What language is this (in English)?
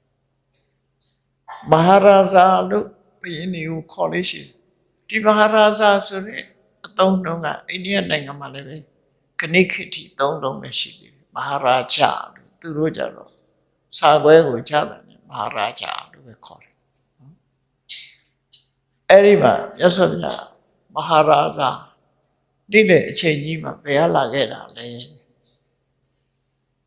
Burmese